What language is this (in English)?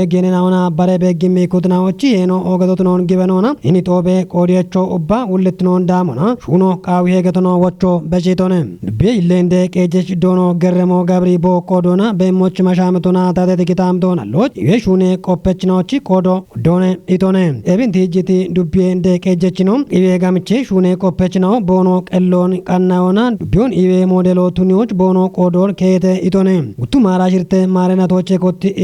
Kafa